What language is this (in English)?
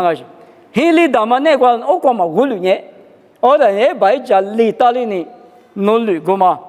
Lisu